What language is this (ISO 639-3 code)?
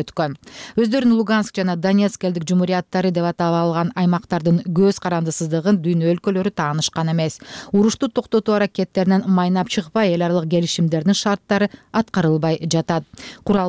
kir